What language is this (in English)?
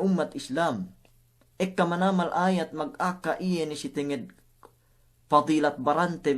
Yakan